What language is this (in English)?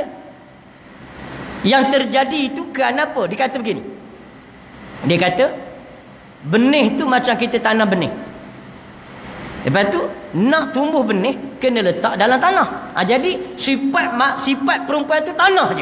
Malay